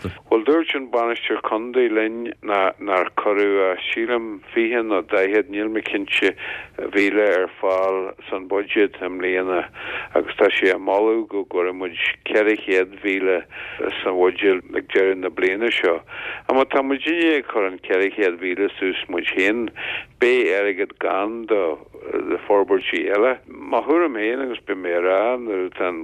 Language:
Irish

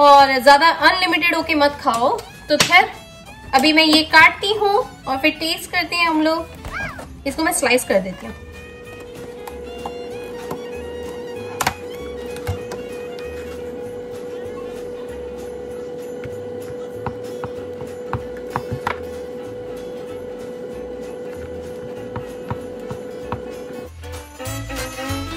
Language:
Hindi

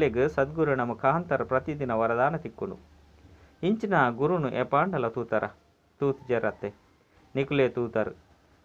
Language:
Tulu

